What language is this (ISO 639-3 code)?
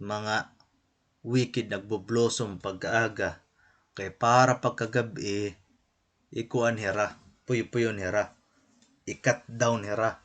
war